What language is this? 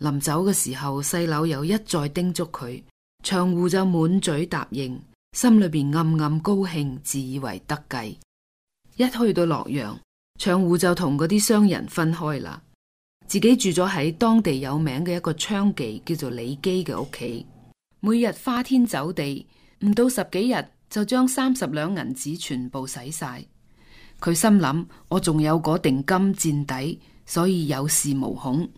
Cantonese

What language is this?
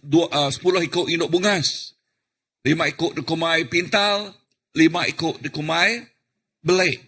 Iban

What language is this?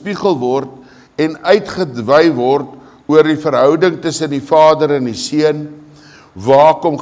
Afrikaans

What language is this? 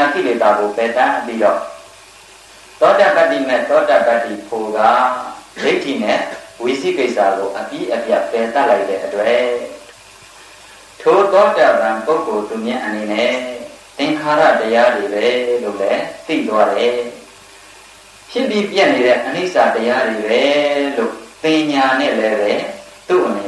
Burmese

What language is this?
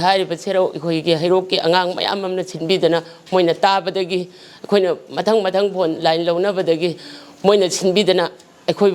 Manipuri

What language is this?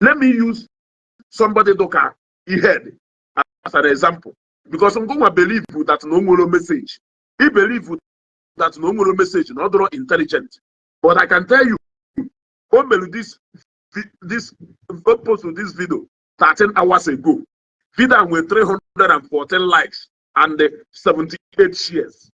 Igbo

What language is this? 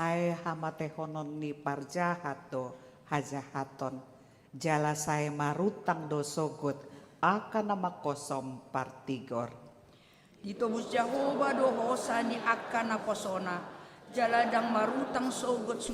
Batak Toba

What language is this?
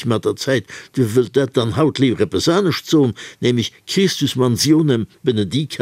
Luxembourgish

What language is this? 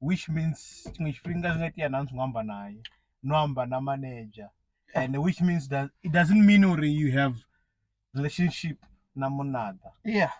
Venda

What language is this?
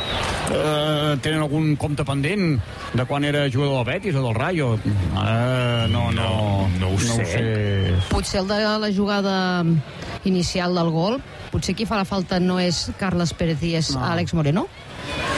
Catalan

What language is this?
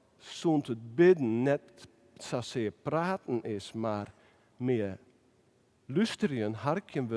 Western Frisian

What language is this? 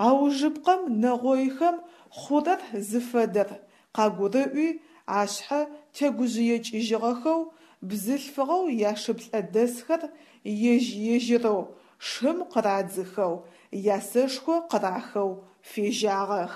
Adyghe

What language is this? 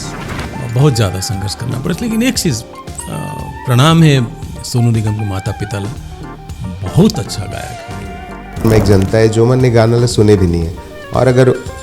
Chhattisgarhi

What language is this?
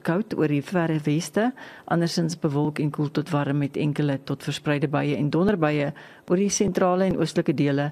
Afrikaans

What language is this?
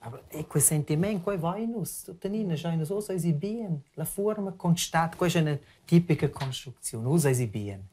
Romansh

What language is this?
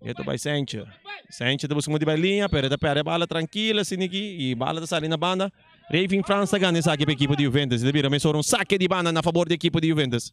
Papiamento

